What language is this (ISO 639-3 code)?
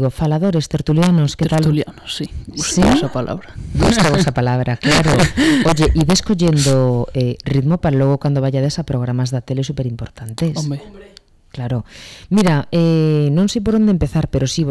glg